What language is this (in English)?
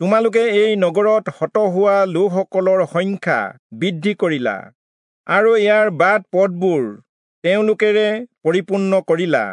Assamese